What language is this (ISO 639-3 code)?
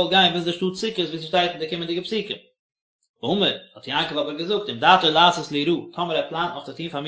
yid